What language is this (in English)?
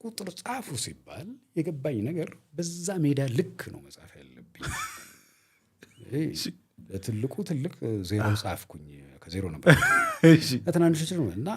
Amharic